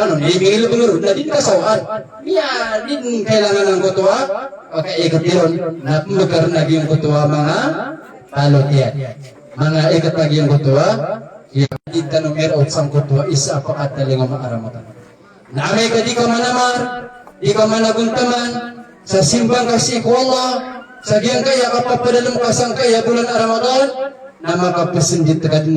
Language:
Maranao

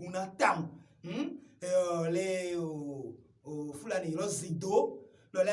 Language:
Fon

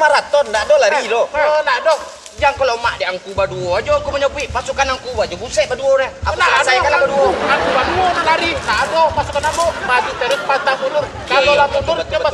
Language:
Minangkabau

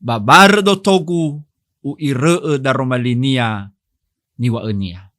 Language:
Nias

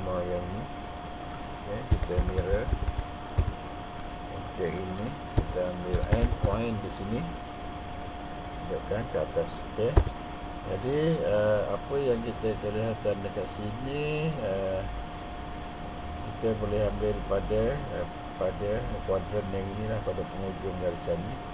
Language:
Malay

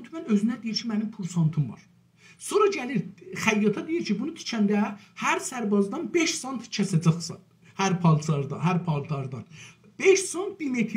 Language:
South Azerbaijani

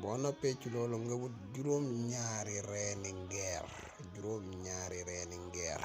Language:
Wolof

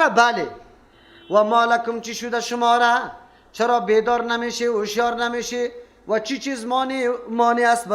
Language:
Persian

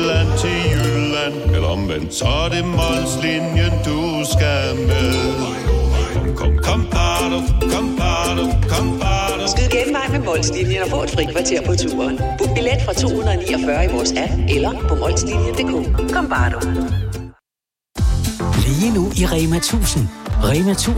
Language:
Danish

